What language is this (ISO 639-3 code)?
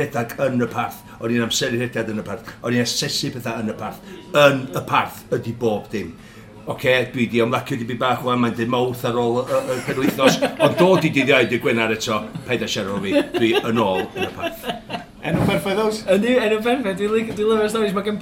cym